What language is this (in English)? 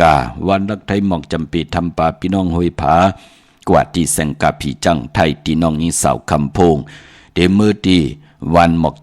Shan